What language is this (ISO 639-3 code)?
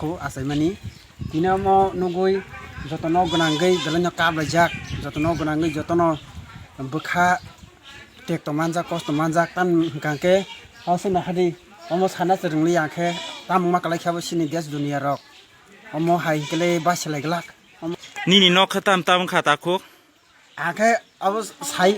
trp